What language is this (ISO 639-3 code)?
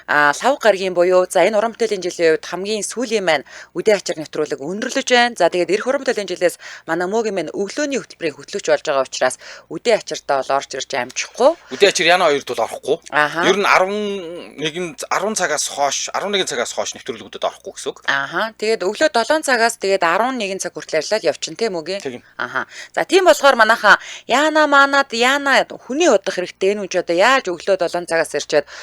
mon